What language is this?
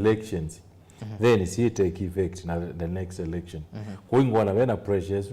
Kamba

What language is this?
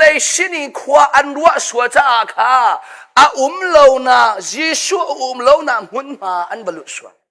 Hakha Chin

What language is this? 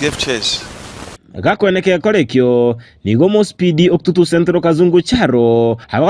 Gusii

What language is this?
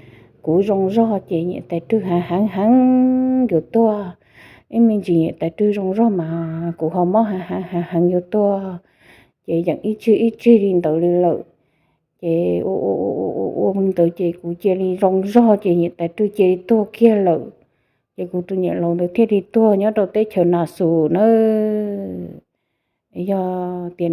Hmong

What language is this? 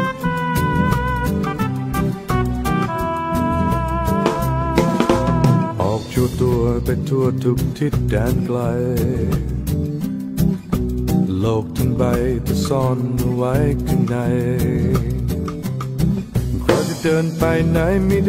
Thai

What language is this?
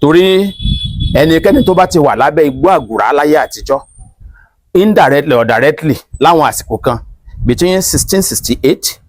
Yoruba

